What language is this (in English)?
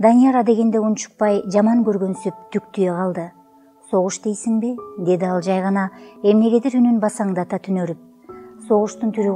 Kyrgyz